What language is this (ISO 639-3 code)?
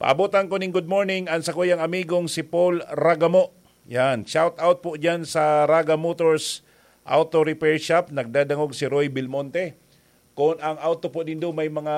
bik